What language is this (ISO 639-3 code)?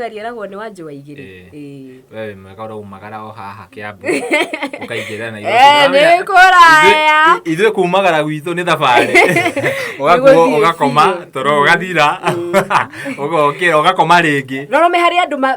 kik